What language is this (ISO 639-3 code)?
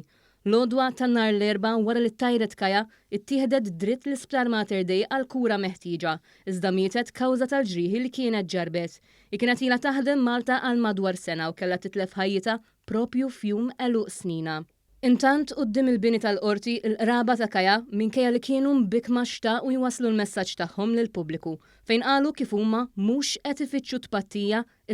mlt